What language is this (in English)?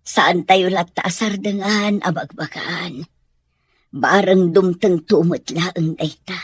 Iloko